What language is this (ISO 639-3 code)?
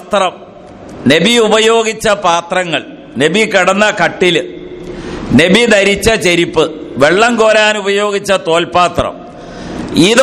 mal